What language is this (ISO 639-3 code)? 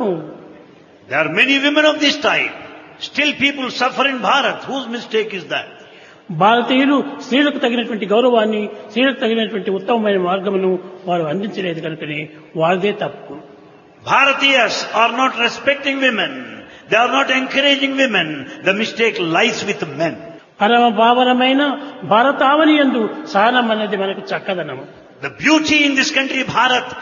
tel